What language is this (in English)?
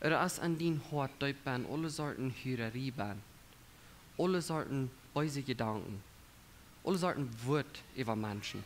Plautdietsch